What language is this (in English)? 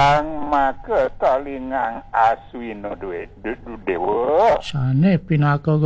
Balinese